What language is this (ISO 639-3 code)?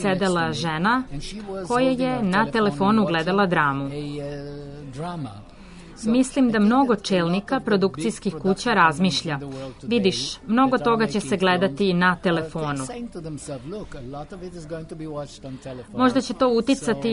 srp